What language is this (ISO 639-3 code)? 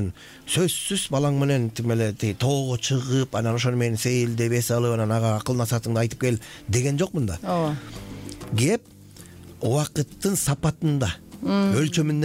kir